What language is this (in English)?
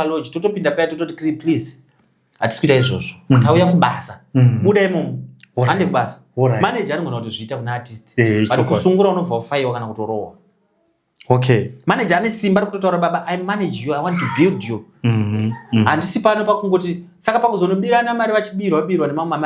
Shona